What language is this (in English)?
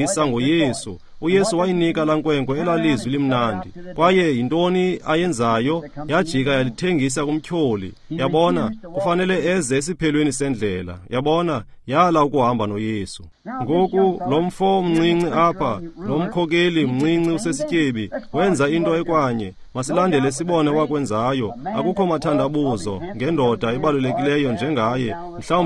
Xhosa